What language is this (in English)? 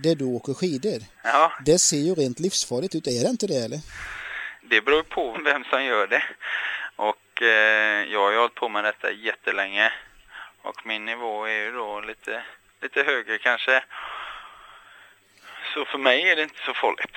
Swedish